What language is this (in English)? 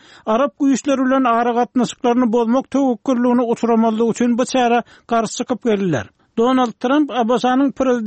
Turkmen